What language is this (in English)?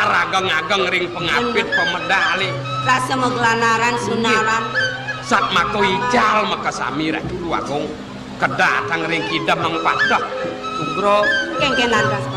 Balinese